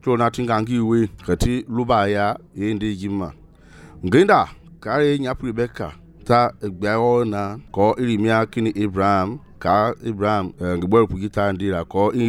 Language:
Mende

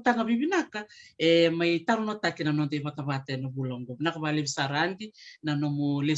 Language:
Fijian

